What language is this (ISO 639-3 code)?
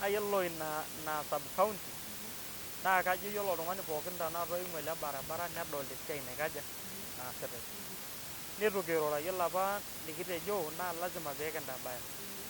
mas